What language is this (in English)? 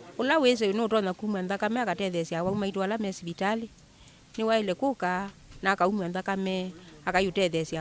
Kamba